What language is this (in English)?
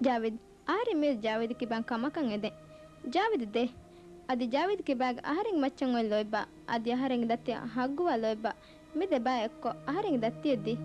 Divehi